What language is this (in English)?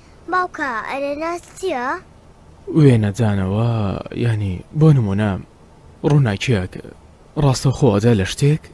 Central Kurdish